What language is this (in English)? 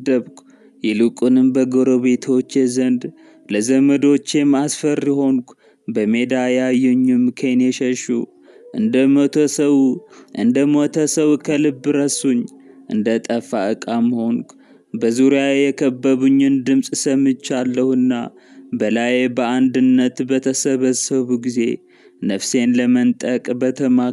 Amharic